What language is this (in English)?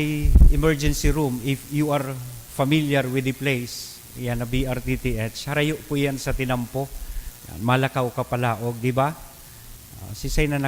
Bikol